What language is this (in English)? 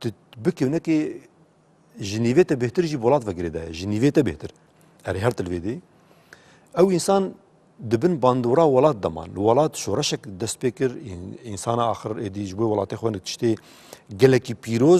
Kurdish